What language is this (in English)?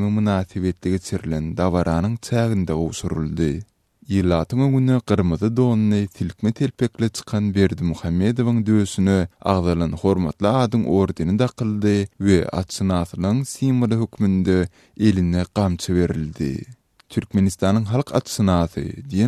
Turkmen